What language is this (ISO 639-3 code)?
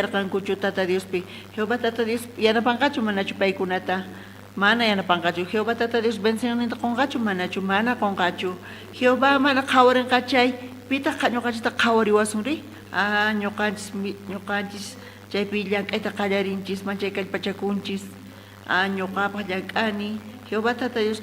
quh